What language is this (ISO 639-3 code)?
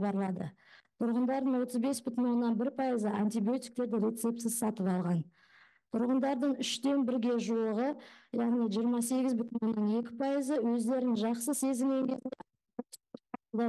kaz